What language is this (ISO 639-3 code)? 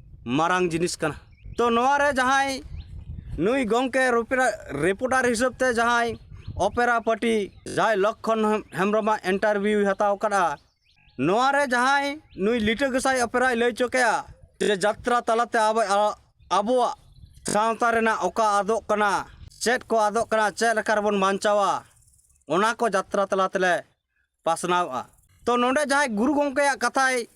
sat